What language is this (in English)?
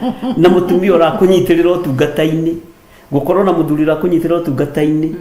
Kikuyu